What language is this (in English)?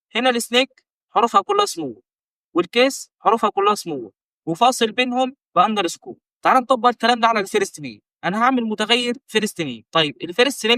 Egyptian Arabic